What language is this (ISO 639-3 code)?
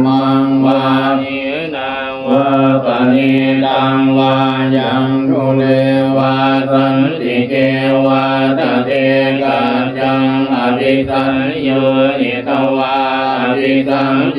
pli